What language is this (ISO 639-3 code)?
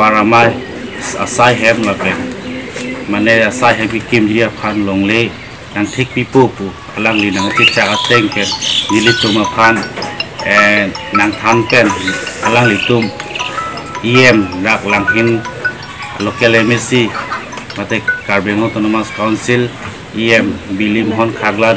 mjw